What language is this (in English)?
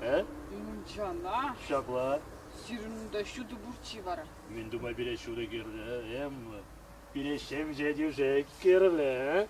Chuvash